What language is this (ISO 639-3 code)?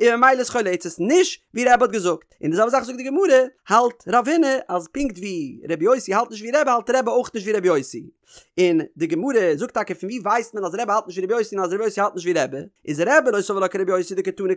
yid